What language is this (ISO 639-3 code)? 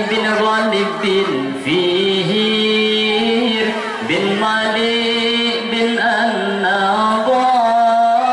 ace